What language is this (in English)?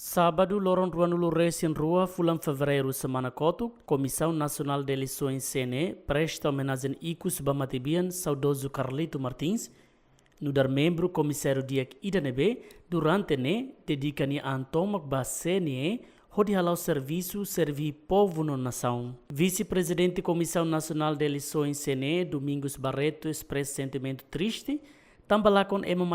Tetum